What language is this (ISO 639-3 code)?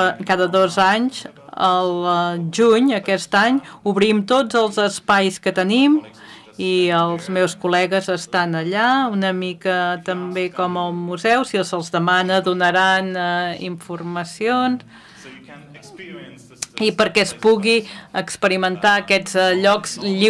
cat